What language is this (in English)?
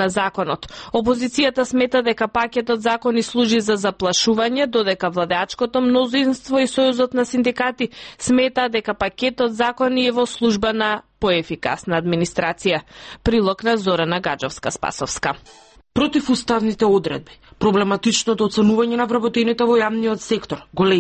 Macedonian